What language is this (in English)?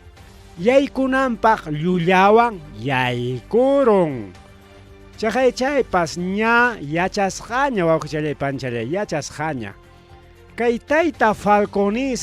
Ayacucho Quechua